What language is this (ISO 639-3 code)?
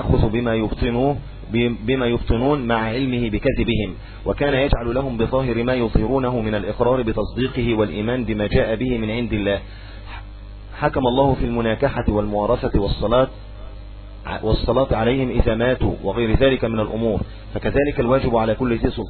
ara